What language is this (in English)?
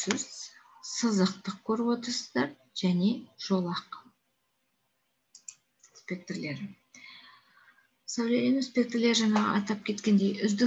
Kazakh